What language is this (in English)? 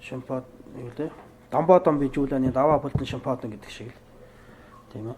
Mongolian